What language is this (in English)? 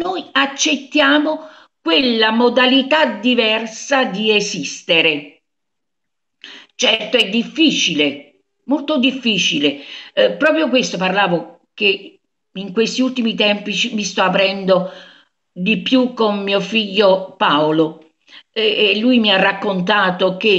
Italian